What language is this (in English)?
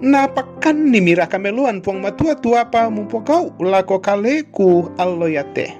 Toraja-Sa'dan